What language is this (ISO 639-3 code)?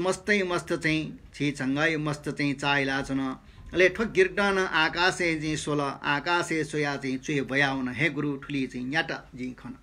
new